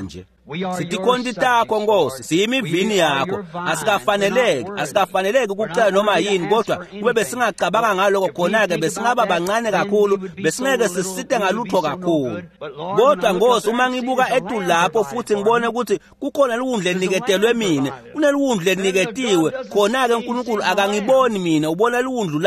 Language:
Swati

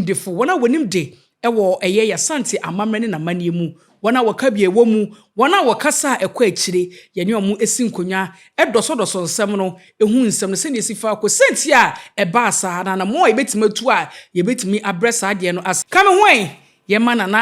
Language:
Akan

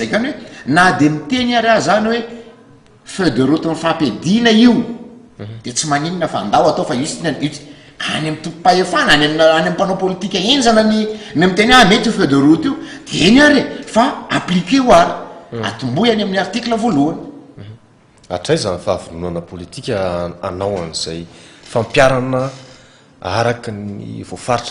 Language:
Malagasy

